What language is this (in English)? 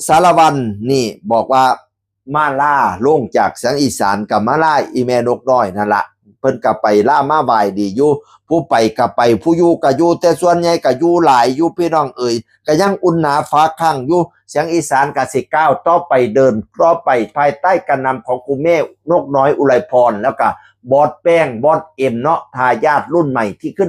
Northeastern Thai